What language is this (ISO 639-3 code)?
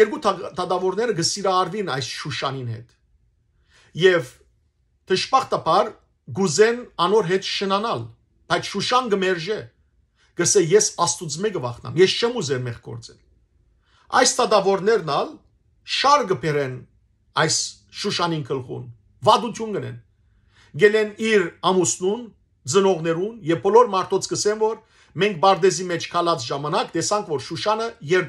hyw